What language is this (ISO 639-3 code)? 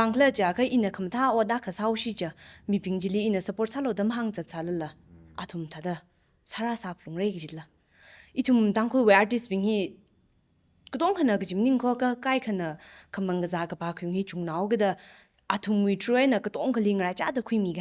nmf